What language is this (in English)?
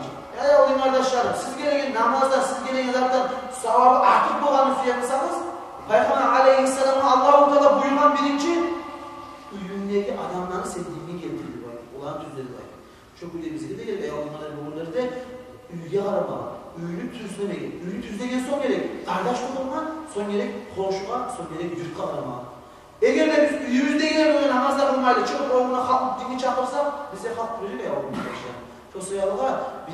Kumyk